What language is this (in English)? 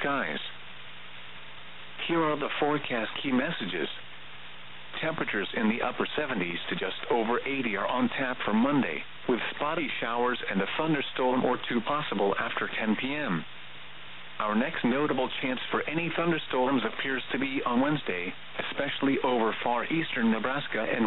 English